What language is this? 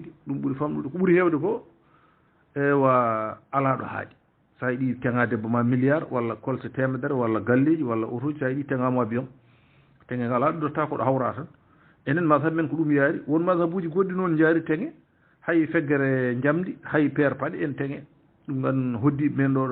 Fula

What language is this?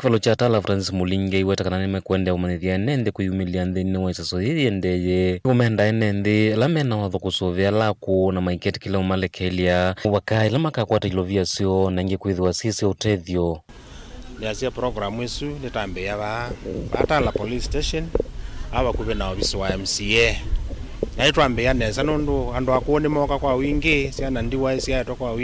Kamba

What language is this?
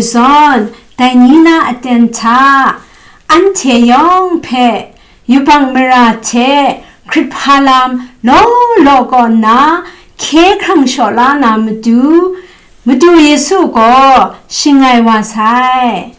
Kachin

